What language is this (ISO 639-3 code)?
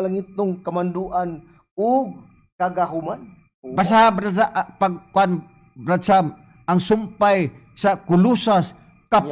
ceb